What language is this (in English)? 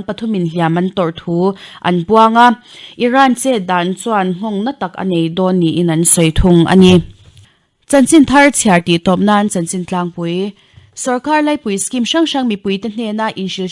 Mizo